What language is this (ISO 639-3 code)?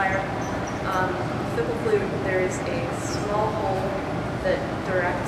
eng